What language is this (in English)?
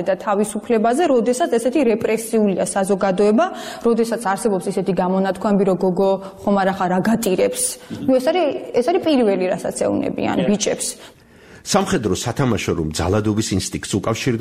Georgian